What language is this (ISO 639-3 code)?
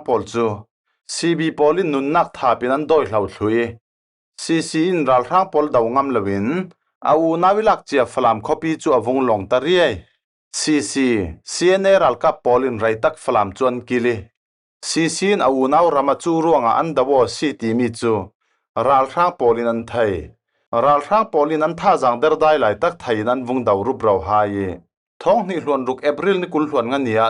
cfm